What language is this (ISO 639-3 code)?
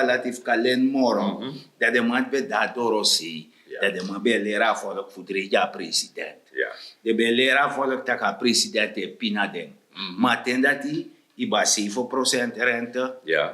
srn